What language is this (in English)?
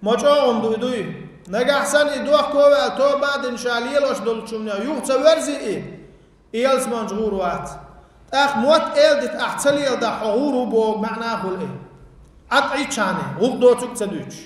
Chechen